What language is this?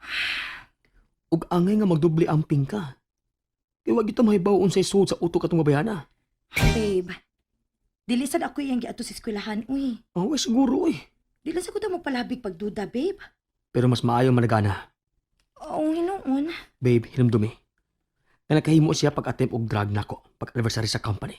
Cebuano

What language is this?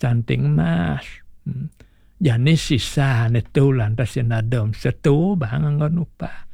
Balinese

